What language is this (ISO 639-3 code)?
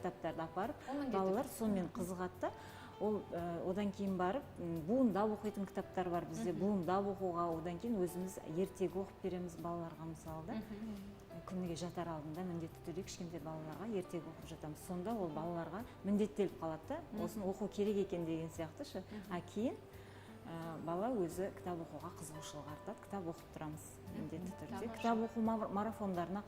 kaz